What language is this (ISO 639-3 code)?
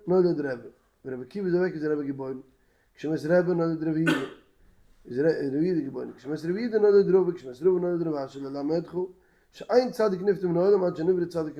yid